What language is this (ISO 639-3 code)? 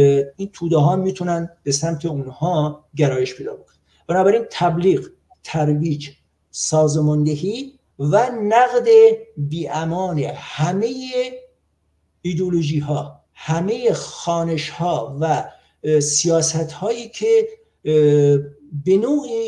fas